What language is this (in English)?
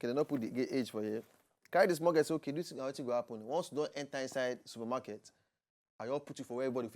Nigerian Pidgin